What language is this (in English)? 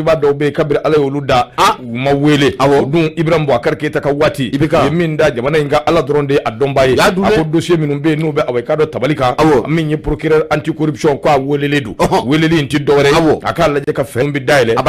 Bambara